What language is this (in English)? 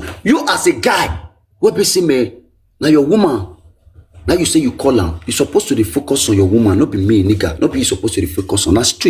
Nigerian Pidgin